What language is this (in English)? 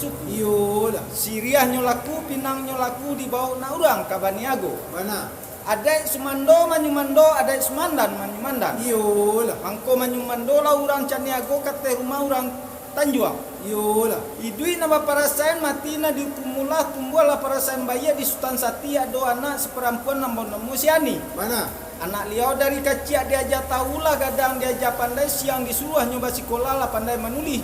Minangkabau